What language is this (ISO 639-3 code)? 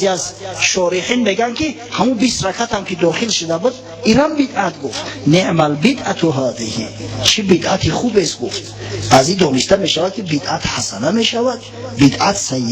tgk